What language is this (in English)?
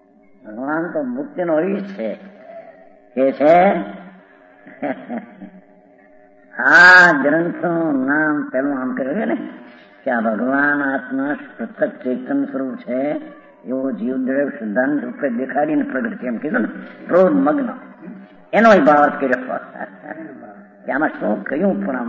Gujarati